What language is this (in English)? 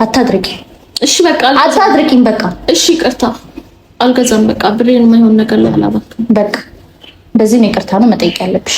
Amharic